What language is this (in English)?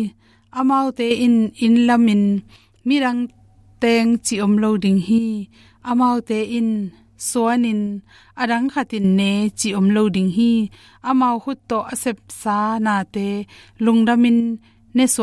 Tedim Chin